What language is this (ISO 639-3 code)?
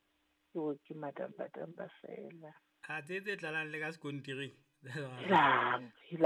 sot